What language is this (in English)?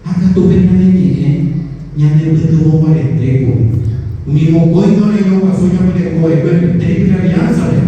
Guarani